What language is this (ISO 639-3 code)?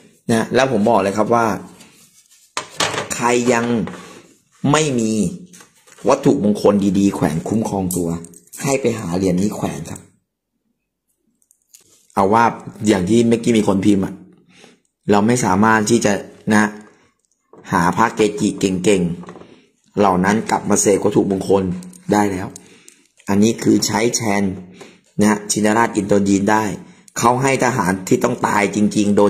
tha